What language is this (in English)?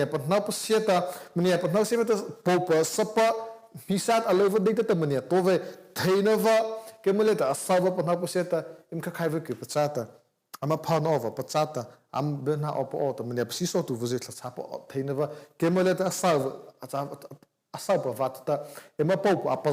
Mara Chin